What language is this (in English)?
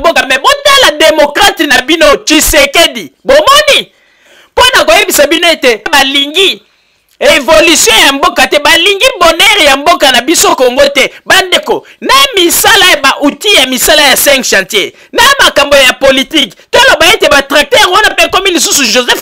Lingala